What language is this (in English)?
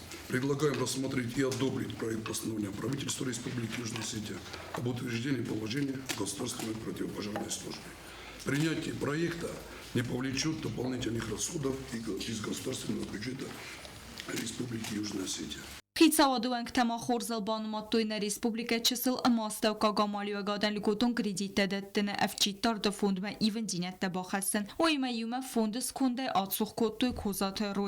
Ossetic